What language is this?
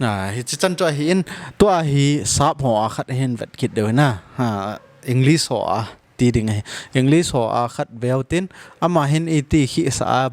Thado Chin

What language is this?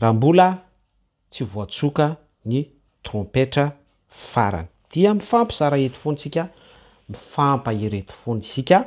Malagasy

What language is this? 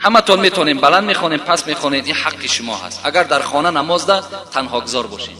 Tajik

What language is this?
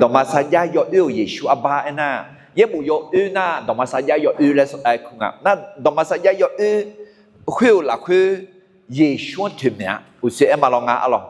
Akha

